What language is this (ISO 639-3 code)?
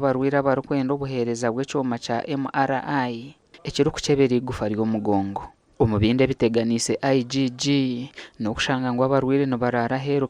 nyn